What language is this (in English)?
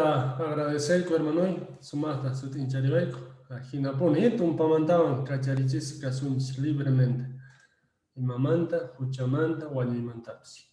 Quechua